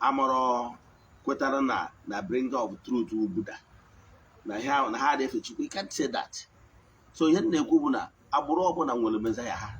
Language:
Igbo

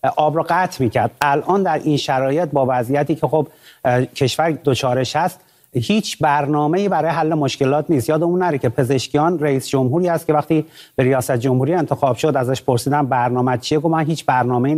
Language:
Persian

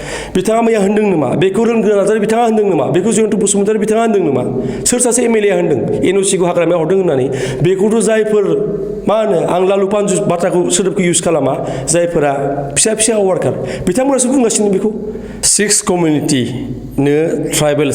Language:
Bodo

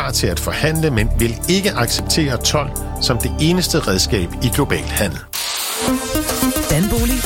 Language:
Danish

